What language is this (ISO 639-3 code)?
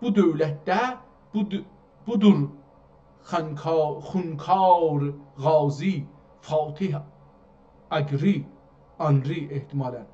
azb